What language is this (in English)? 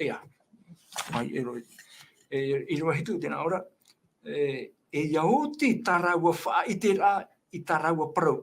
Tahitian